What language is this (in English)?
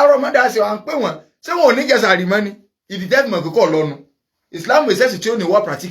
Yoruba